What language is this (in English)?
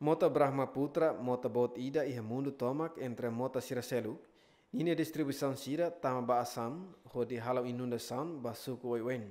Tetum